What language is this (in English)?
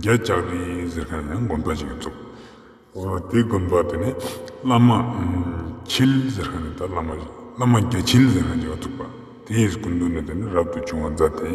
Ladakhi